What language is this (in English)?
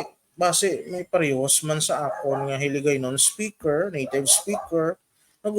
Hiligaynon